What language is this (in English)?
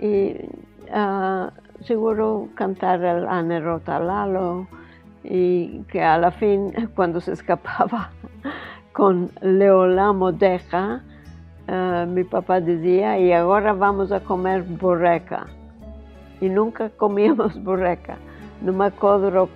Ladino